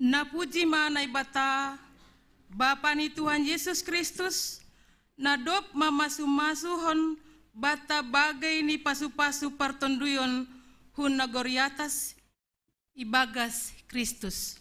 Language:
Batak Simalungun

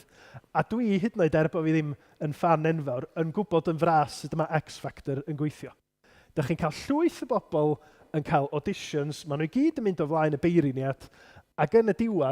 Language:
Welsh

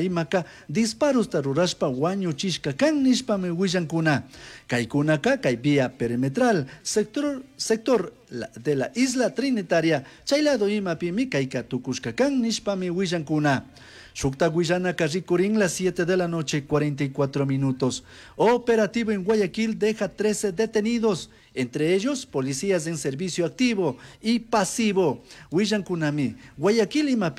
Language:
Chimborazo Highland Quichua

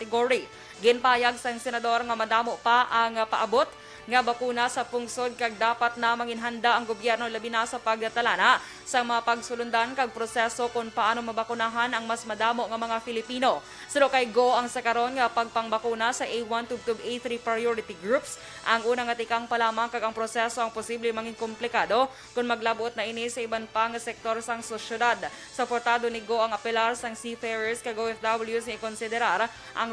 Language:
Hiligaynon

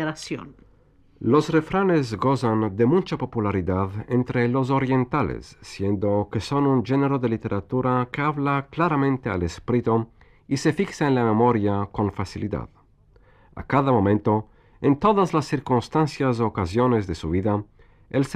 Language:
Ladino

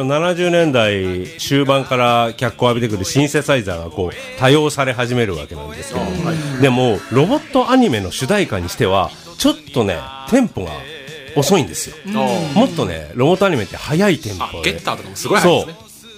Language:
Japanese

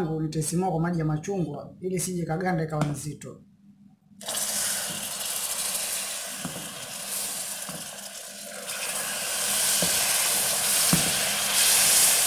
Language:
Swahili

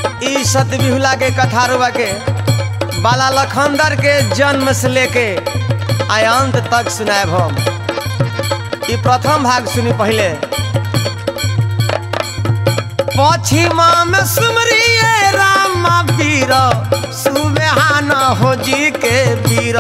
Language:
Bhojpuri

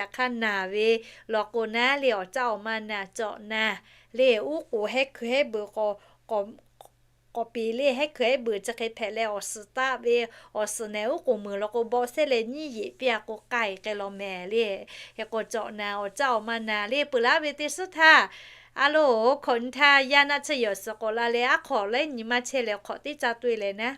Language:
Lahu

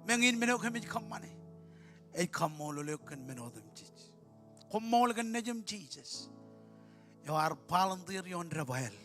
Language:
Marshallese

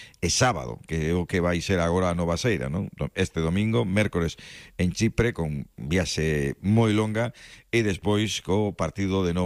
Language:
Galician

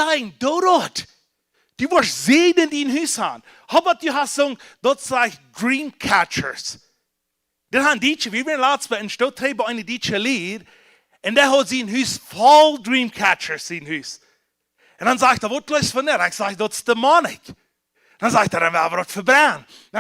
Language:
Plautdietsch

